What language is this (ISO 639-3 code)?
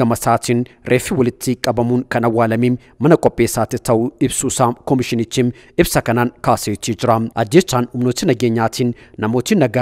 orm